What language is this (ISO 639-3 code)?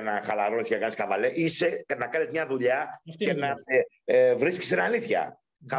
ell